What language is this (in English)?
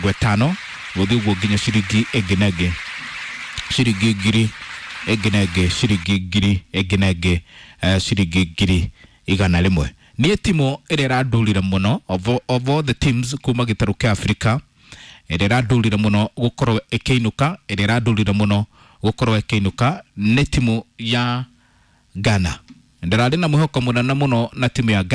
Kikuyu